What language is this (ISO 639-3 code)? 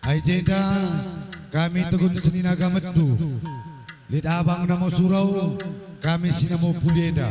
btx